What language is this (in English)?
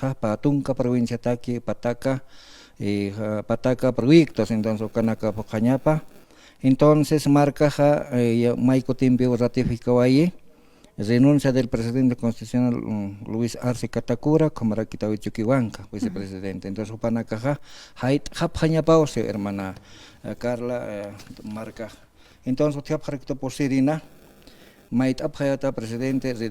Aymara